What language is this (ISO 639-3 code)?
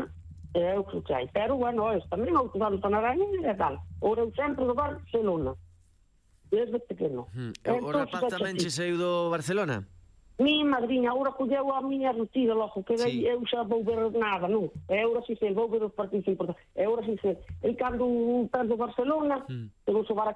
glg